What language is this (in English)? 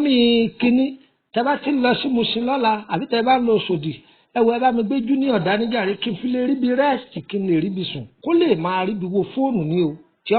Yoruba